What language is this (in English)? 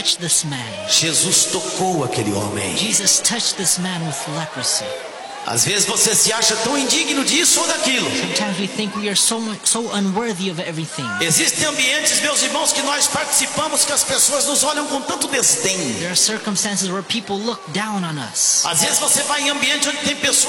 Portuguese